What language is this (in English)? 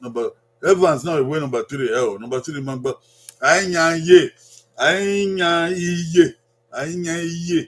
Bini